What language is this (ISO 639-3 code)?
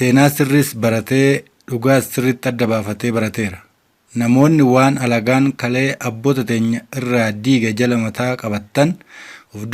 orm